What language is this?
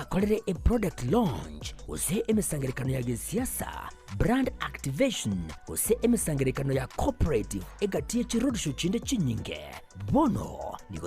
Gusii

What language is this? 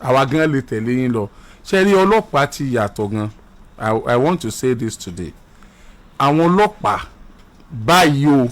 Yoruba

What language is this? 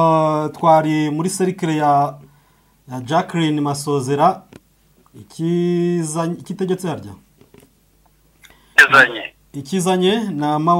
Kinyarwanda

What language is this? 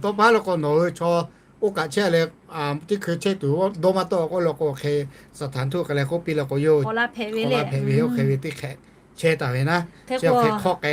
Lahu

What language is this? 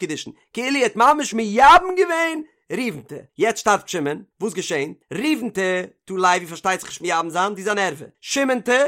Yiddish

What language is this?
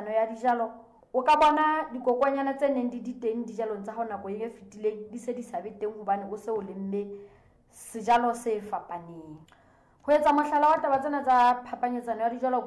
Southern Sotho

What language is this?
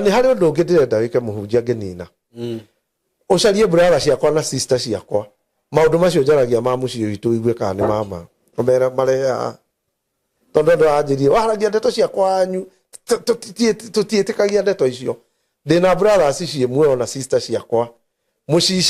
Kikuyu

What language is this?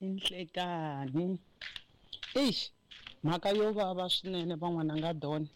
Tsonga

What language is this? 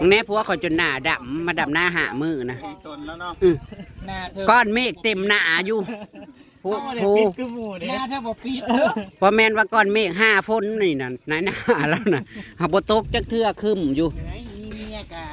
Northeastern Thai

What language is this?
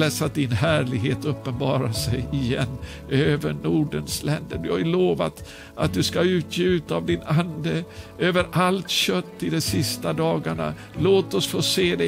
Swedish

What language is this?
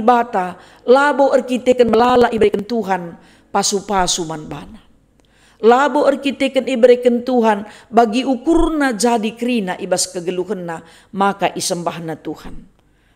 Batak Karo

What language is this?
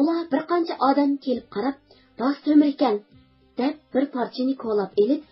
Uyghur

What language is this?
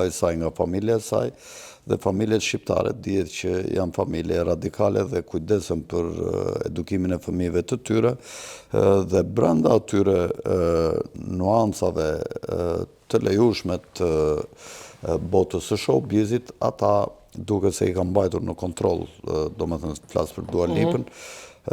Albanian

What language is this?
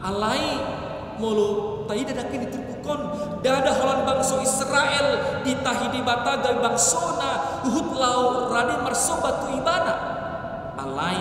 Batak Toba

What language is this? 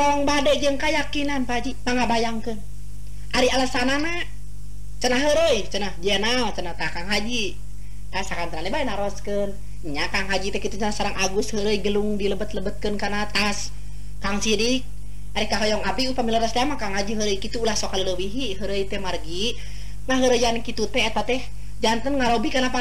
Sundanese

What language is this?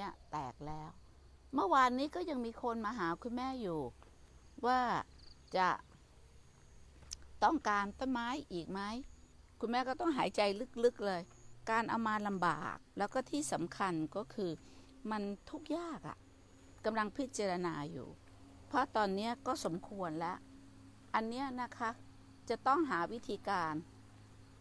Thai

